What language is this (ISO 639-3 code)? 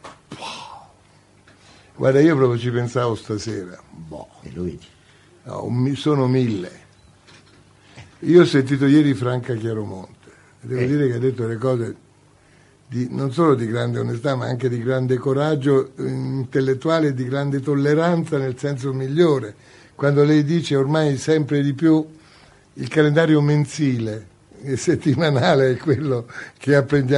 ita